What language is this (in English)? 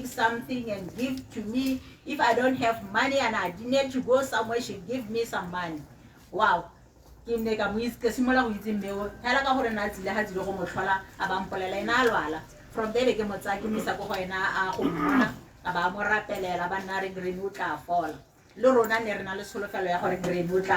Tswana